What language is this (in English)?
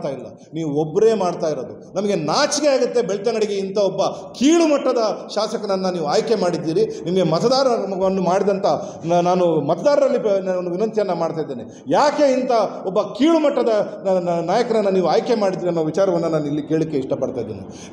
Kannada